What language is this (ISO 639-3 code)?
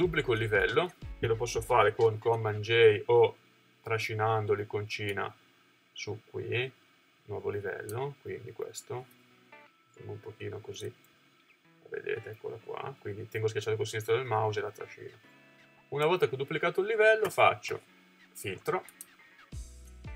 ita